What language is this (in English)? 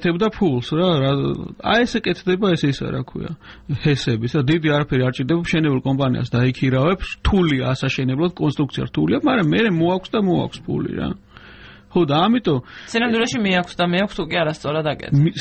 Georgian